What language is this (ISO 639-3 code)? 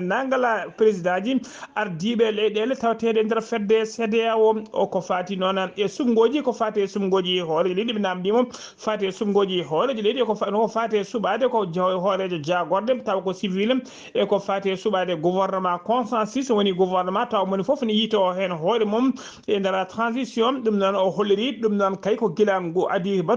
ful